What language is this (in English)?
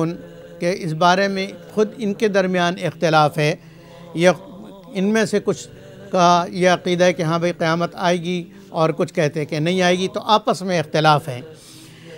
Urdu